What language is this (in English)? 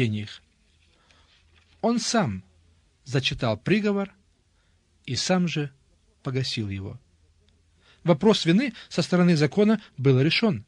Russian